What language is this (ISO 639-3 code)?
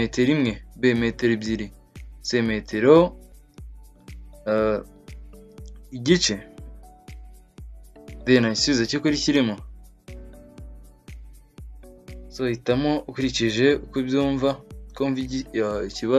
kin